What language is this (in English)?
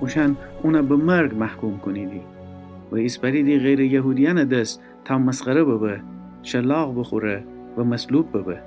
Gilaki